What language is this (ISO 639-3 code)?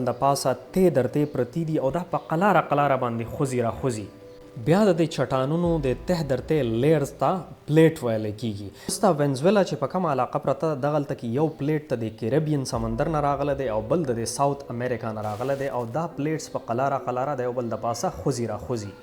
pus